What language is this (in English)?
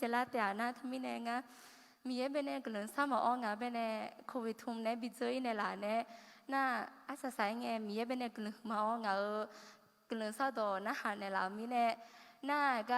Akha